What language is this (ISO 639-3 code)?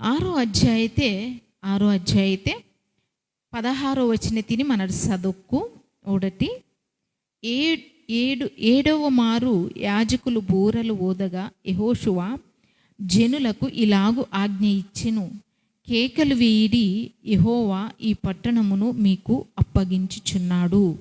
kff